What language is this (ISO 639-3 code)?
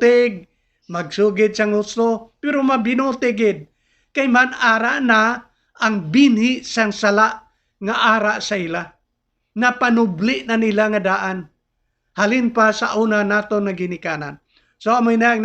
hil